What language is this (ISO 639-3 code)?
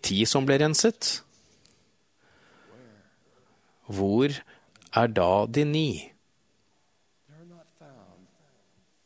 nor